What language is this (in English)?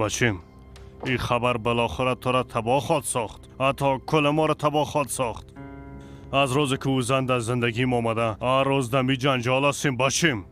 Persian